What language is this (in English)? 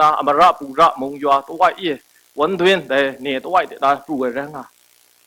Kachin